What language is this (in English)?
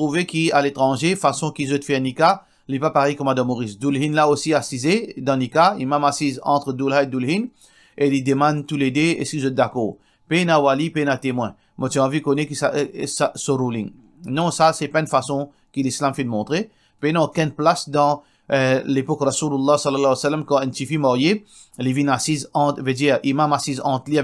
Morisyen